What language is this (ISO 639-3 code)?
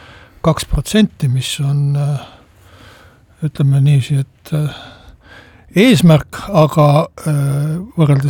est